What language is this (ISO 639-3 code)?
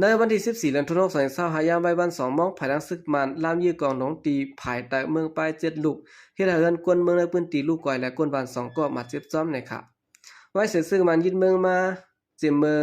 shn